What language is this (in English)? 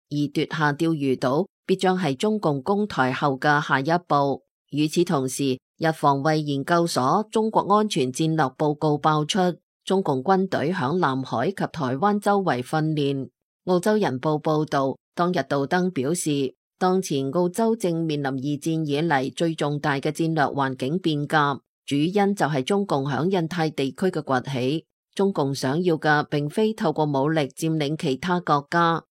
Cantonese